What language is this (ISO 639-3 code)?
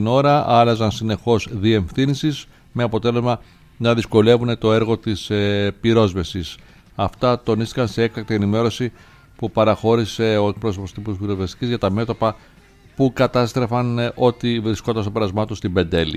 ell